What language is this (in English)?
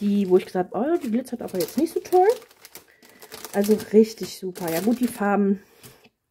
German